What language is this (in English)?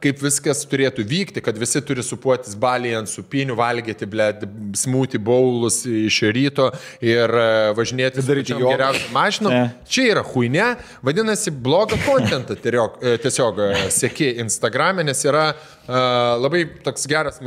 Lithuanian